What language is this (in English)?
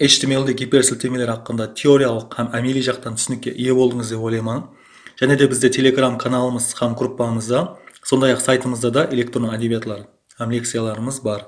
Kara-Kalpak